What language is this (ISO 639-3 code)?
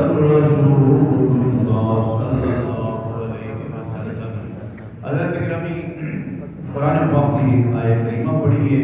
skr